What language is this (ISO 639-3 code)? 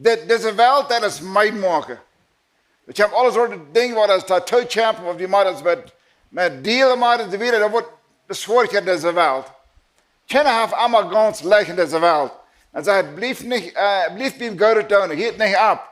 pdt